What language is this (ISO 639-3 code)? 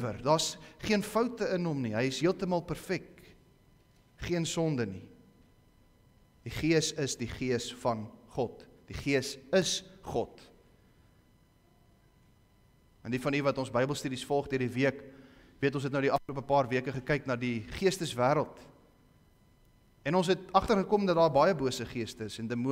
afr